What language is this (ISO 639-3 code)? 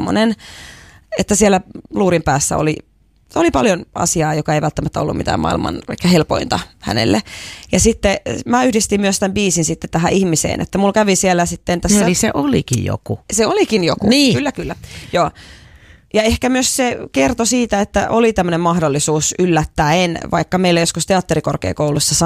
fin